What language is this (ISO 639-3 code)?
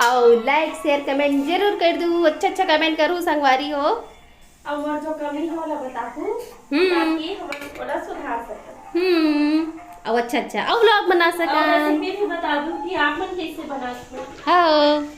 hne